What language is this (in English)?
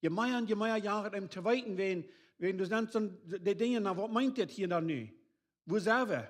Plautdietsch